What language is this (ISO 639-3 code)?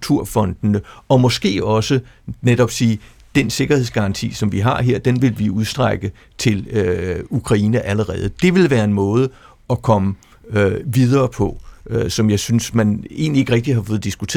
dan